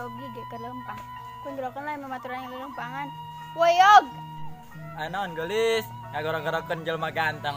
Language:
Sundanese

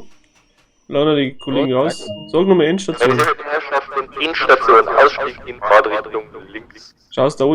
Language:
Bavarian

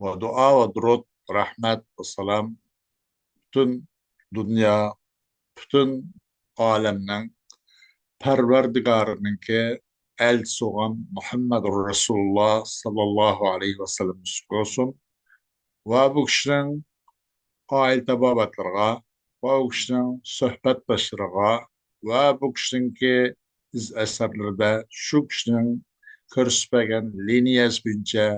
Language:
Uyghur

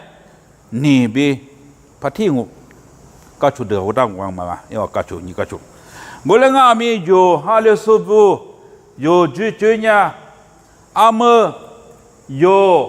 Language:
Lisu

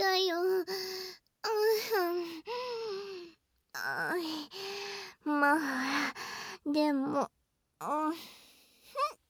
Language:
Japanese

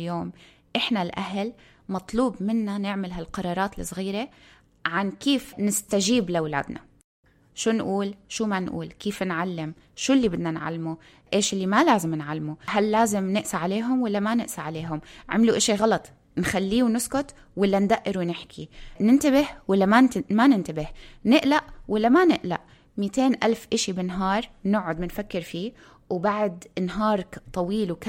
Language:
North Levantine Arabic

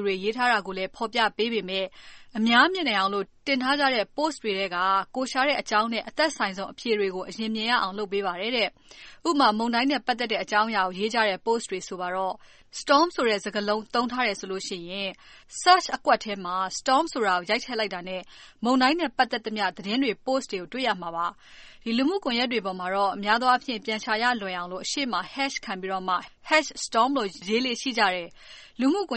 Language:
Burmese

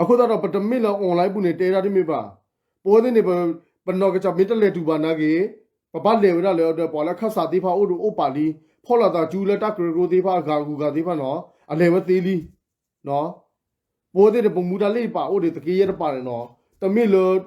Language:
S'gaw Karen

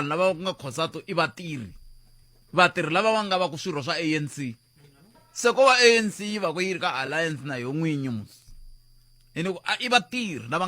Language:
Tsonga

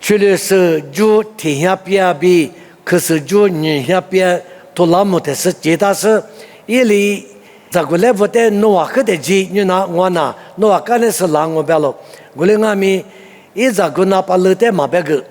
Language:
Lisu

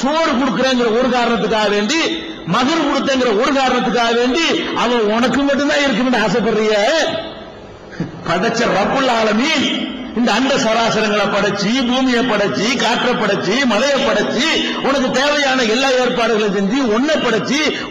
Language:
Tamil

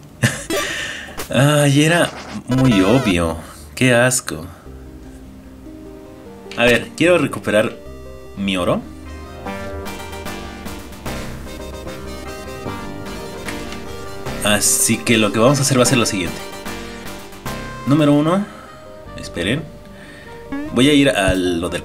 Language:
Spanish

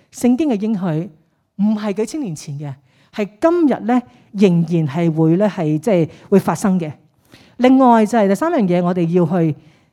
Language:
Cantonese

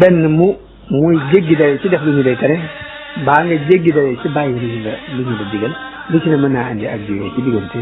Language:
Wolof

